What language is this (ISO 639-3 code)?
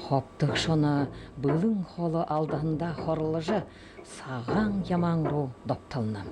bua